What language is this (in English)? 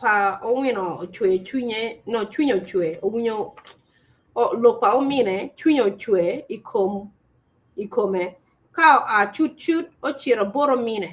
Acoli